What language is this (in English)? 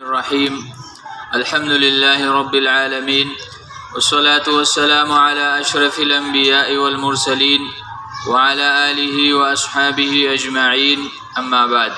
Pashto